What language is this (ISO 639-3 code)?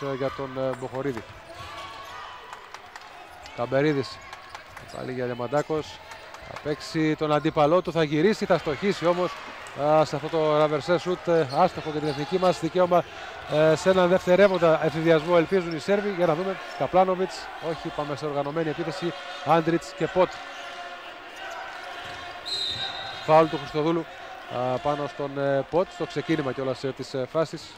ell